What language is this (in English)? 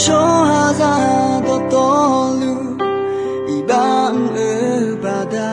Akha